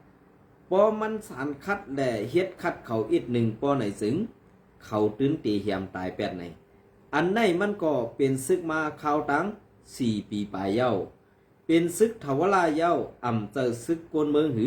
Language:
Shan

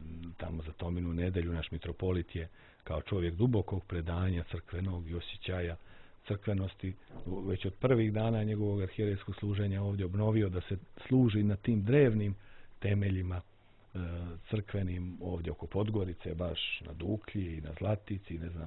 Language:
Serbian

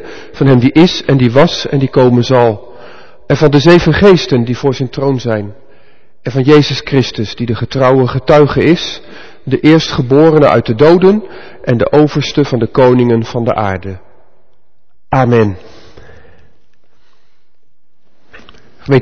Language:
Dutch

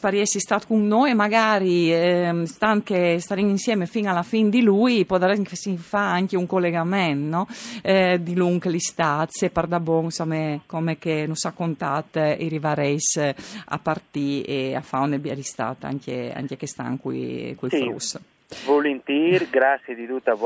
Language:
Friulian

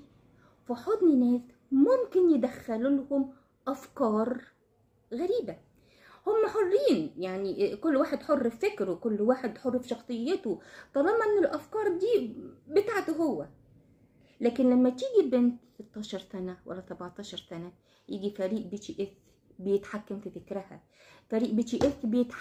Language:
Egyptian Arabic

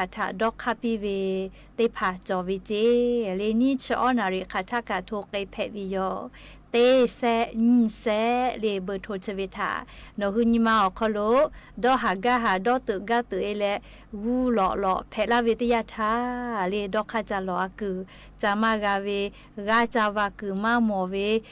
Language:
Lahu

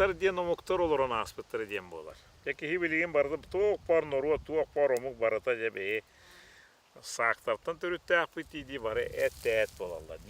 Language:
Yakut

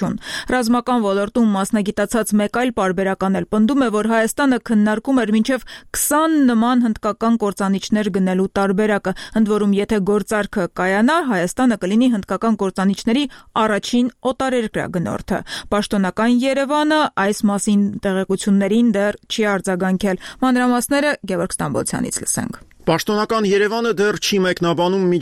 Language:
Armenian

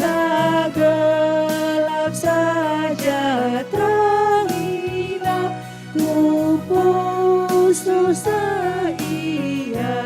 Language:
Batak Karo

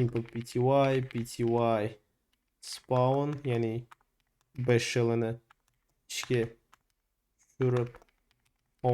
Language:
Uzbek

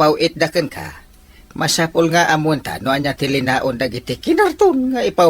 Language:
Iloko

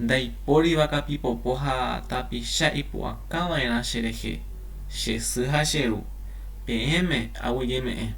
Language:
Guarani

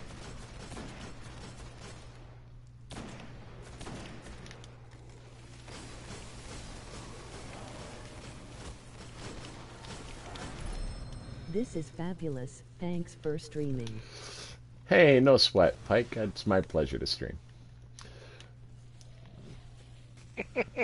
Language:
English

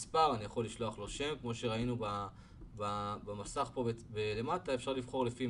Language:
Hebrew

